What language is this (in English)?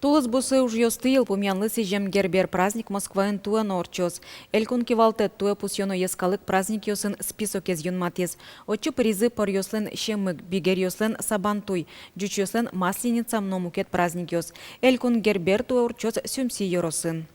Udmurt